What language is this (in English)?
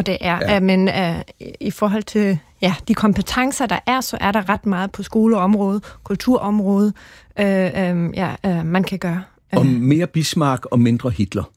Danish